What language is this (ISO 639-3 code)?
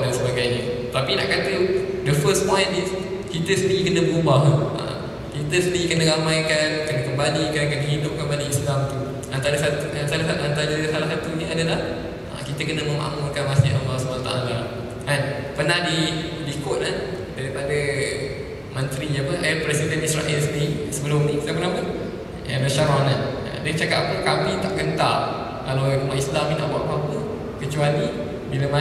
msa